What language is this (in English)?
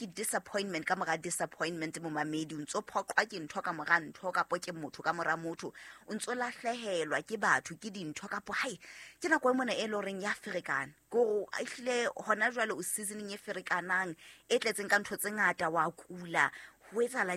Southern Sotho